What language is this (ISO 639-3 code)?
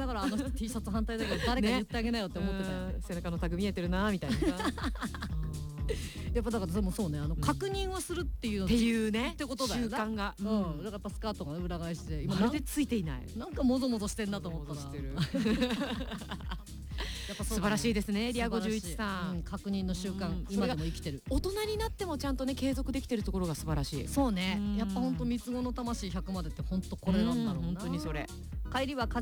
jpn